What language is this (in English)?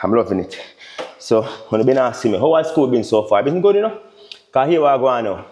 Jamaican Creole English